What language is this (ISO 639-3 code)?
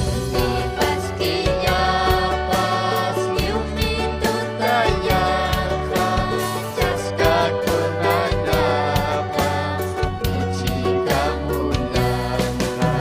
quy